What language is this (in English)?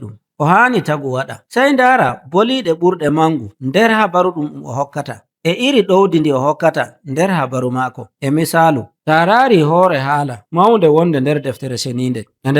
Nigerian Fulfulde